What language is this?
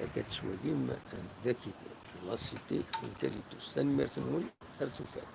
Kabyle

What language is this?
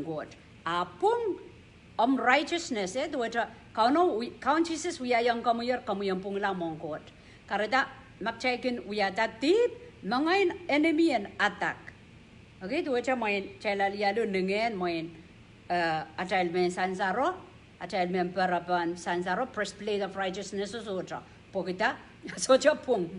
Pohnpeian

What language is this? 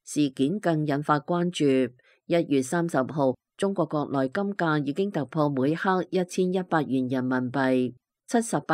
Cantonese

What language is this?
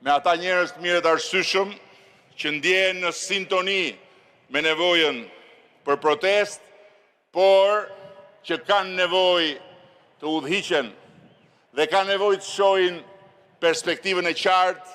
Albanian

